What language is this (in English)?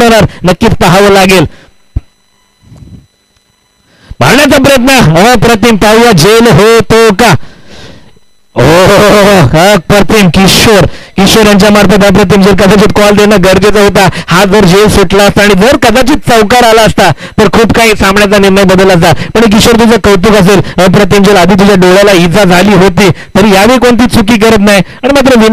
Marathi